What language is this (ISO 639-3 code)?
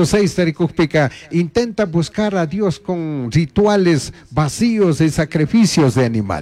qug